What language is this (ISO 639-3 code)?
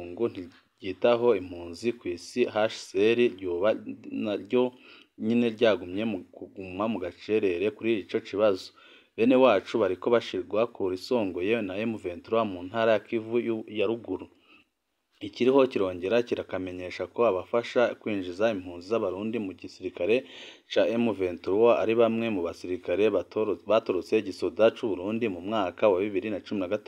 run